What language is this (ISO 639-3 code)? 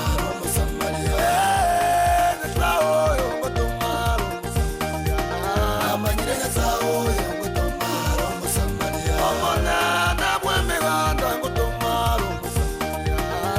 guz